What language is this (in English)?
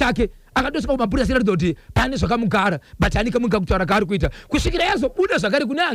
Shona